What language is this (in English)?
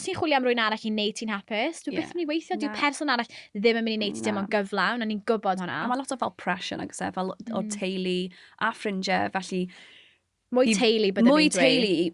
Welsh